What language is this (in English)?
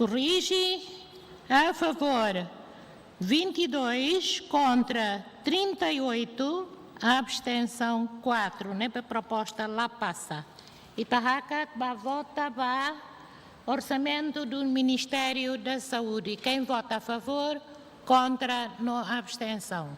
Tetum